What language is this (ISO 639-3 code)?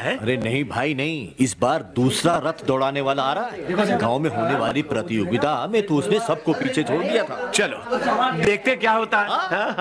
hin